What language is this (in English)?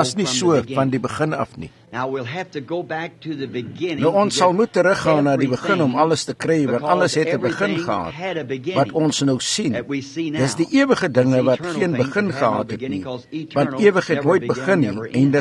Afrikaans